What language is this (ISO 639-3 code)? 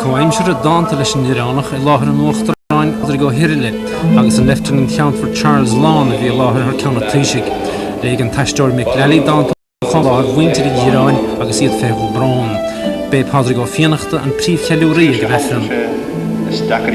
gle